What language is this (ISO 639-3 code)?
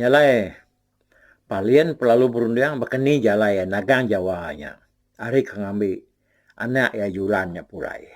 iba